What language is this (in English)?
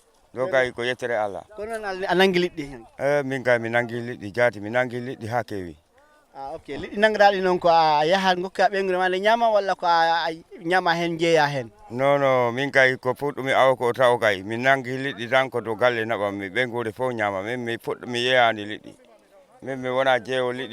Fula